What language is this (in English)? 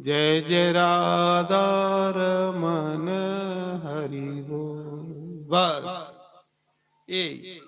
Dogri